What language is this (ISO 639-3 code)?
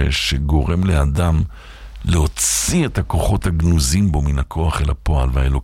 heb